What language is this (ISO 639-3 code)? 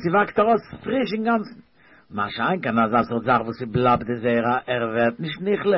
yid